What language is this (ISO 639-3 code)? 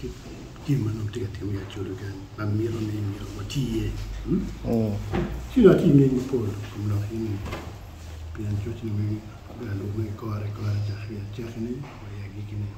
ach